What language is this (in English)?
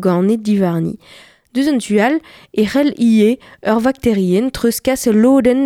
Breton